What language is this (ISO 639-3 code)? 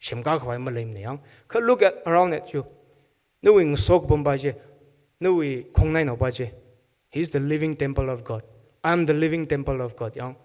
nmf